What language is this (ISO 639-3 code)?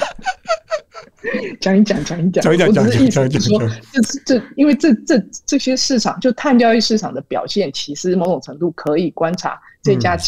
zho